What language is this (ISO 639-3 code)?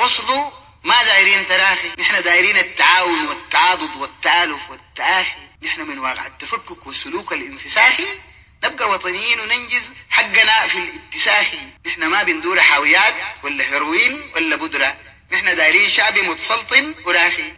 apd